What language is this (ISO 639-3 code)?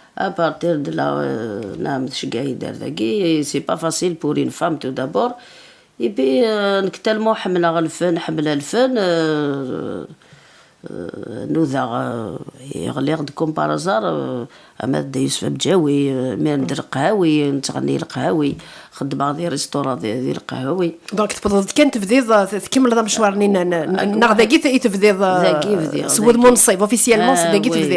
kab